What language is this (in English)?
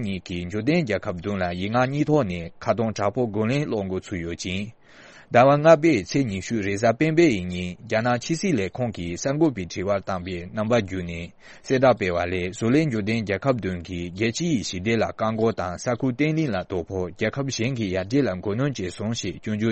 Tibetan